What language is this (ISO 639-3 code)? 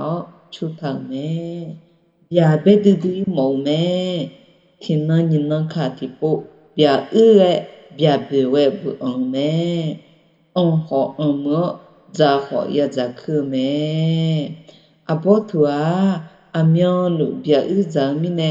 ahk